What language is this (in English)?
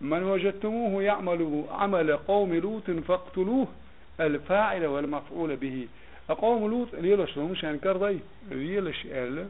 Chechen